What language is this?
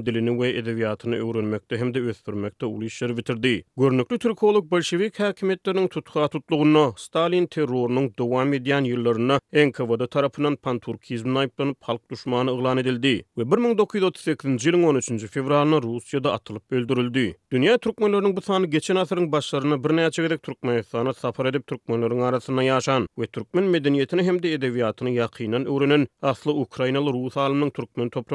Turkmen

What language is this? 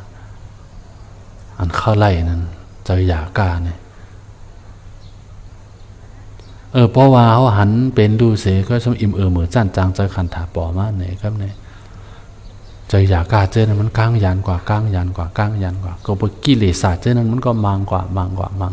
Shan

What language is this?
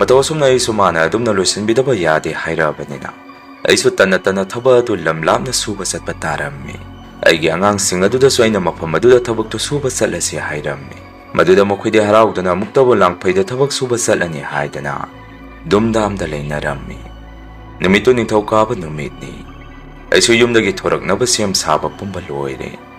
Manipuri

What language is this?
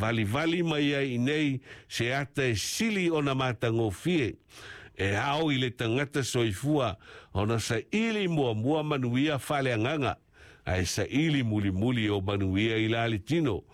Samoan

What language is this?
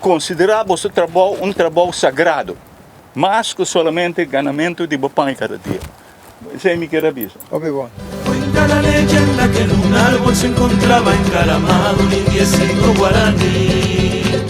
Papiamento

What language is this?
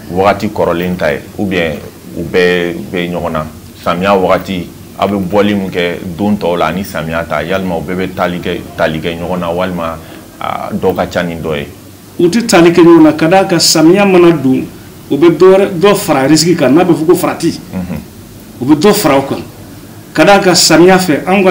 Bambara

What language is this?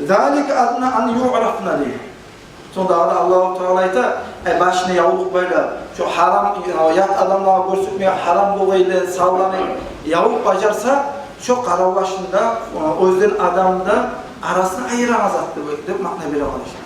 Kumyk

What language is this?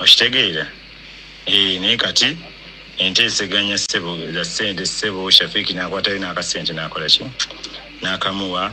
Ganda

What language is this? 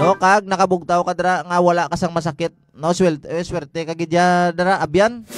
Hiligaynon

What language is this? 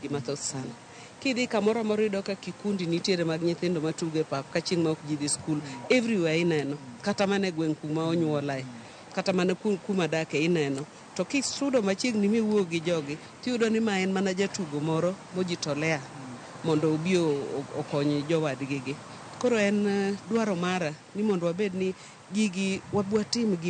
Luo (Kenya and Tanzania)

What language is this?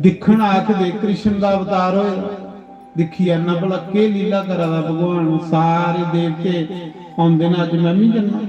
Dogri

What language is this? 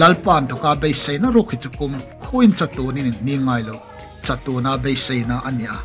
Hmar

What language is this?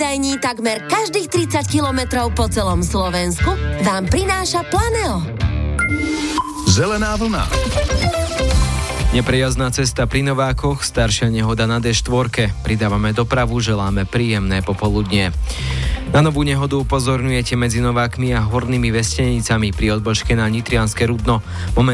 Slovak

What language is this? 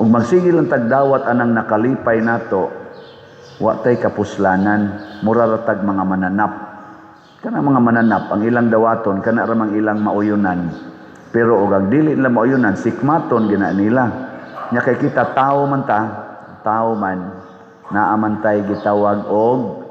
Cebuano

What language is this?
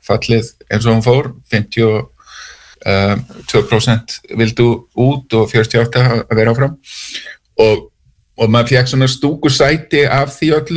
Icelandic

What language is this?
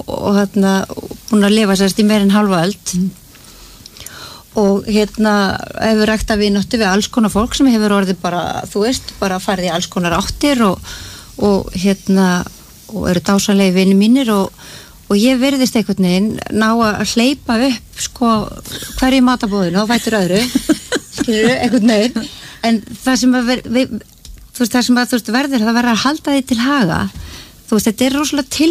Icelandic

